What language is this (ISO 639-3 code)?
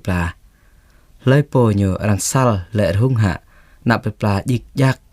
jra